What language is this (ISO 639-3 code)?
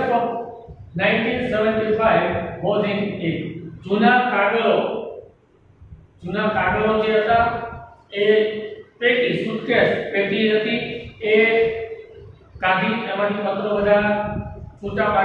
guj